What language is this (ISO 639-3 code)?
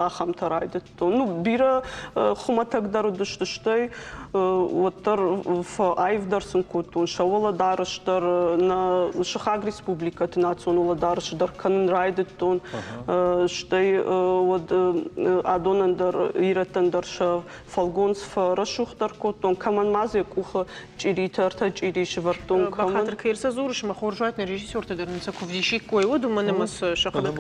oss